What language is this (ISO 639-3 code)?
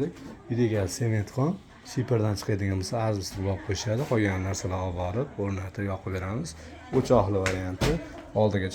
uzb